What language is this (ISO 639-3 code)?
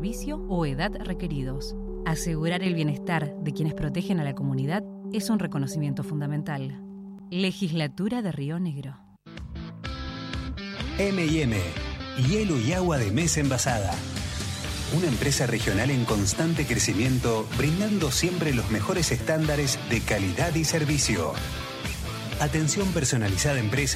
spa